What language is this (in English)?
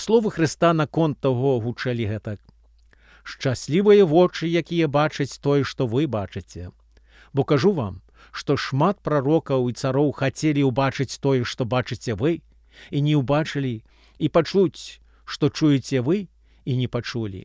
Belarusian